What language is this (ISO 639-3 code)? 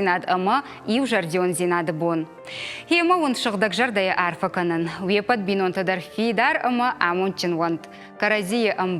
oss